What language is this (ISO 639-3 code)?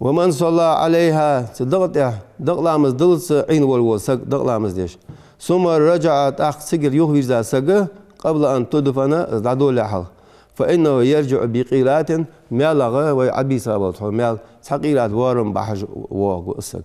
inh